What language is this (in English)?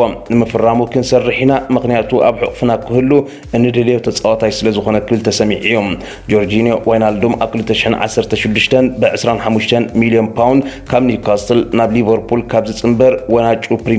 Tigrinya